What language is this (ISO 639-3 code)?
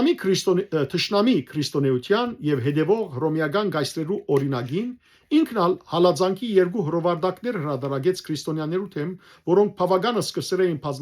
hyw